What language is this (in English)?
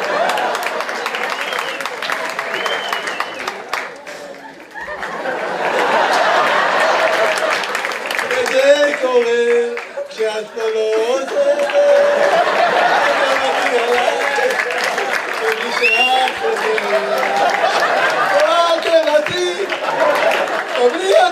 Hebrew